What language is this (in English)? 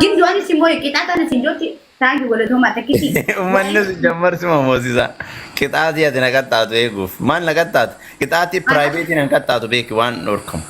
Oromo